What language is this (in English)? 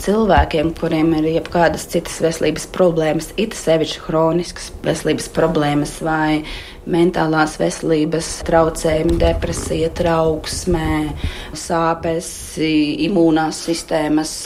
Latvian